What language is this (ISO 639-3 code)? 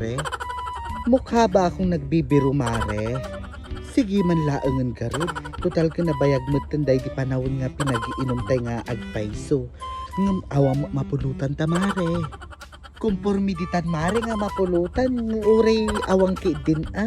ilo